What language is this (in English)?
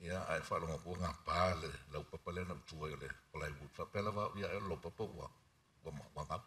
Samoan